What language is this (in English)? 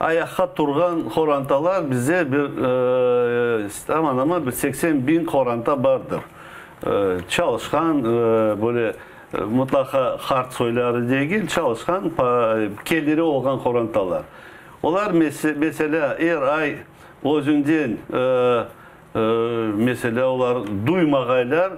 Crimean Tatar